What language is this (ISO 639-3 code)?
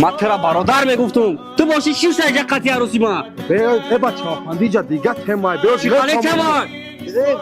tgk